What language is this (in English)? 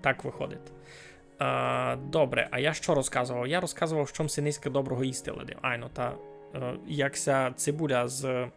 Rusyn